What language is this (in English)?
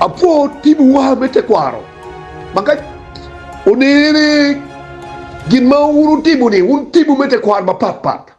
Acoli